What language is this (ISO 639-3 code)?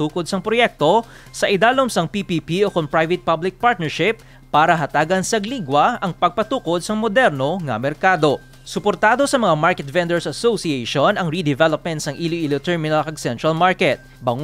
hil